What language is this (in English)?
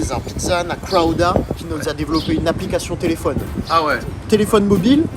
Réunion Creole French